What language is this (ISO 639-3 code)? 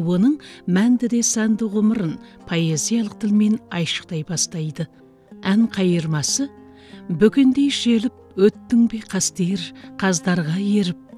kaz